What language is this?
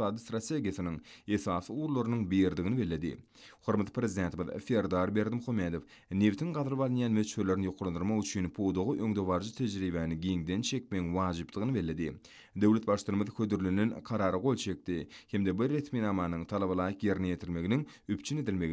Turkmen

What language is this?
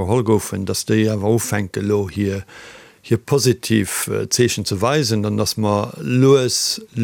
Luxembourgish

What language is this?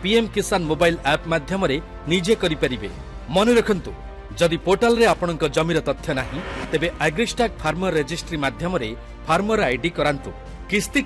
Odia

